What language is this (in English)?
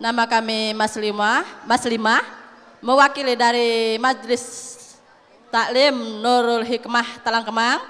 Musi